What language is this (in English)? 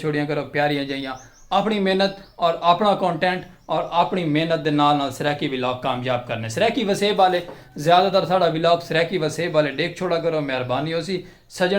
Saraiki